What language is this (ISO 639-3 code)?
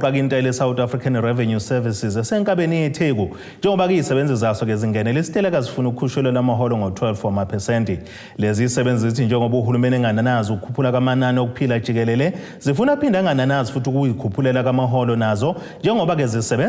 zul